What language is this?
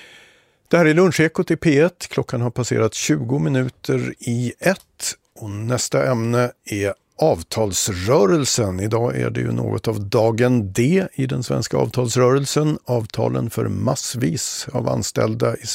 Swedish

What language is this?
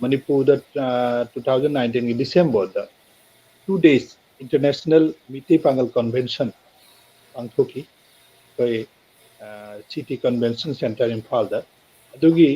Manipuri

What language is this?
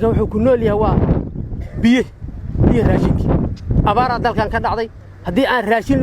Somali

